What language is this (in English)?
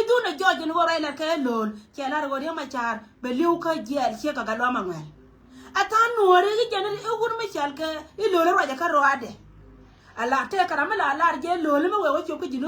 Nuer